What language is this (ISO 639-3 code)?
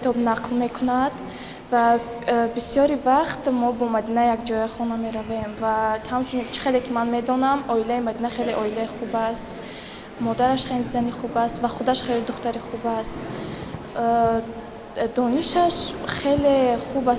tgk